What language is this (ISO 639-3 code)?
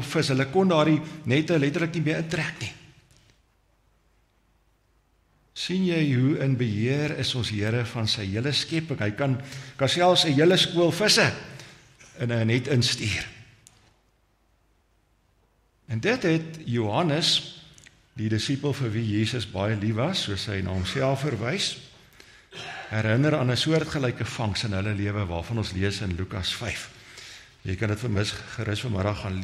afr